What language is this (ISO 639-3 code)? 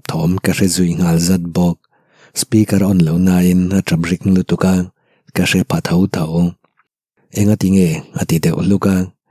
lus